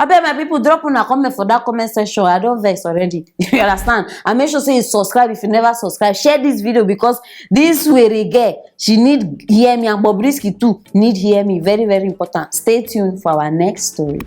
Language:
Nigerian Pidgin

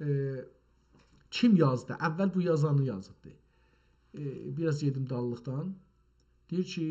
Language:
South Azerbaijani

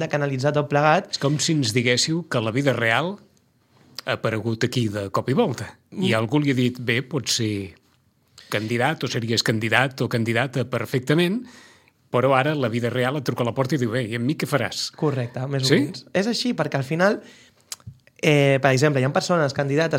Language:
Catalan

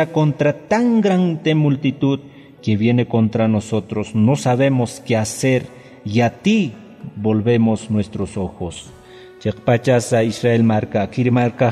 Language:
Aymara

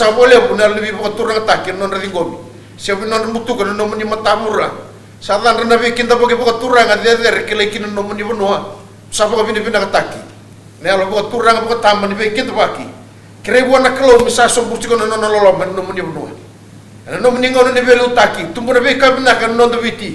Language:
Fijian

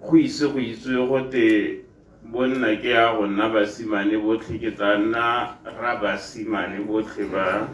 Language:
Tswana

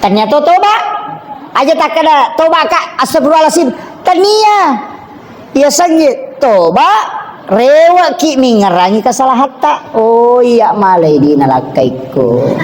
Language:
Buginese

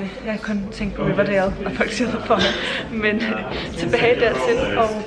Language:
Danish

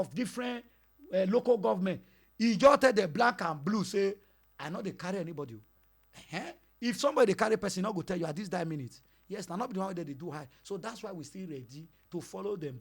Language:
Nigerian Pidgin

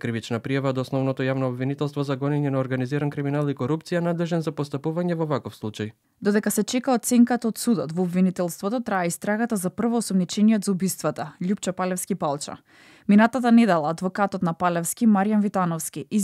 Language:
Macedonian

